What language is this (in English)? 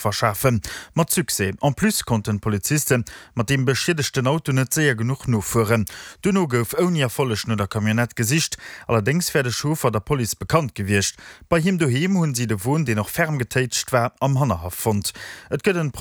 Luxembourgish